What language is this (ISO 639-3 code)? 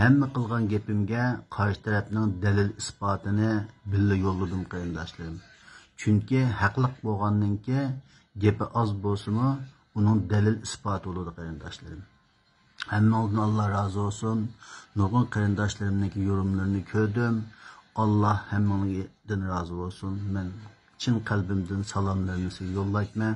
uig